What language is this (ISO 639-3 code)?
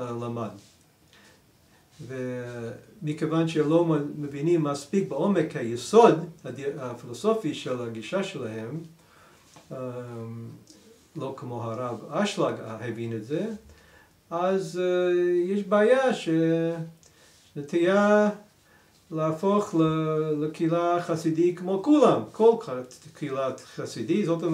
heb